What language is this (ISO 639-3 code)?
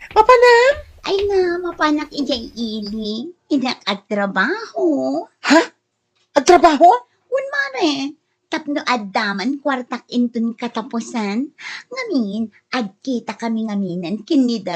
ilo